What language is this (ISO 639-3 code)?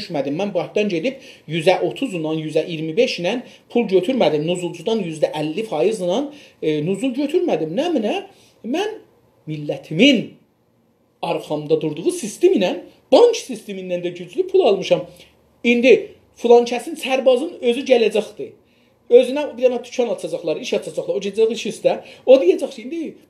azb